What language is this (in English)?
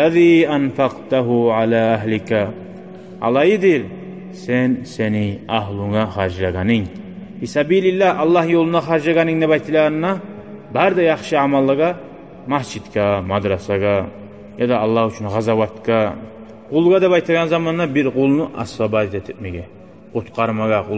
Kumyk